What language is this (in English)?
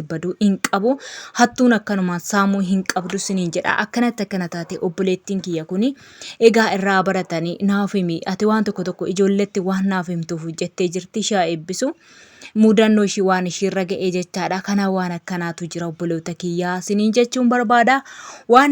Oromo